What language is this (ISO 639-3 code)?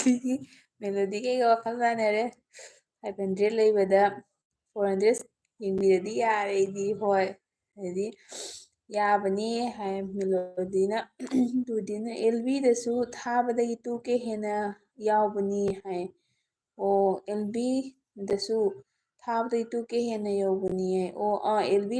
mni